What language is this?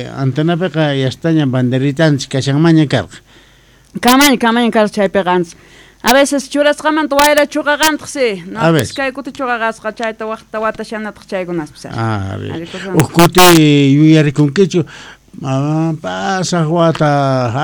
South Bolivian Quechua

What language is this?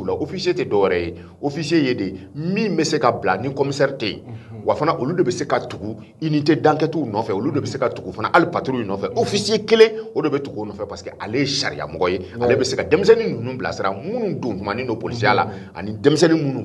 Bambara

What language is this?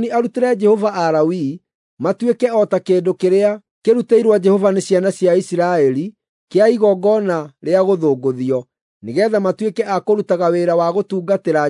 Kikuyu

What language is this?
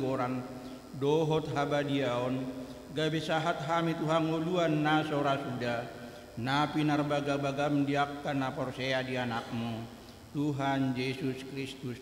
Batak Toba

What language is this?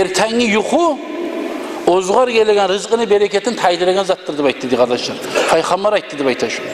Kumyk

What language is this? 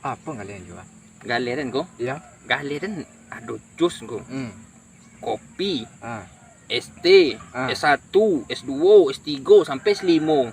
Minangkabau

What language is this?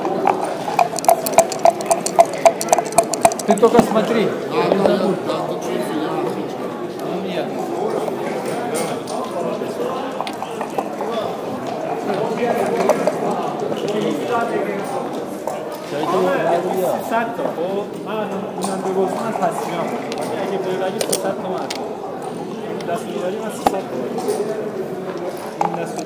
Persian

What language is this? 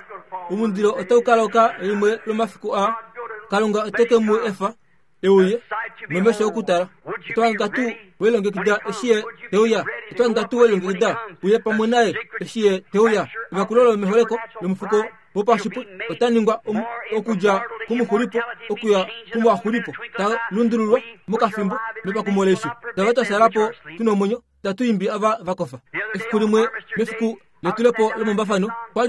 Kuanyama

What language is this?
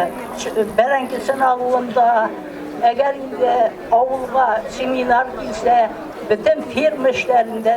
Tatar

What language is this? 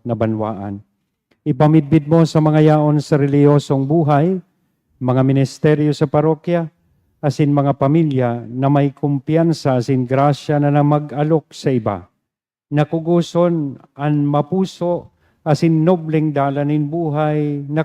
Bikol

